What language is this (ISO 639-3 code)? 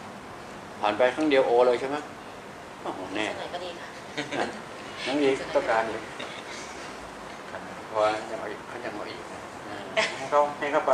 tha